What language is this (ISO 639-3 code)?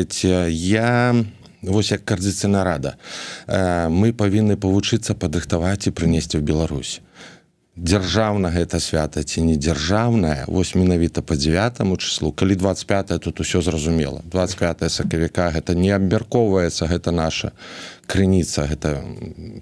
bel